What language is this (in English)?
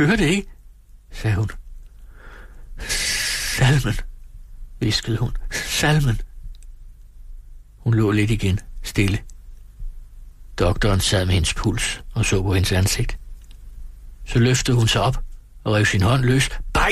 Danish